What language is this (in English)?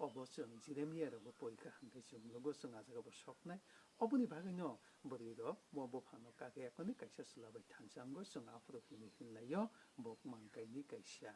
Kok Borok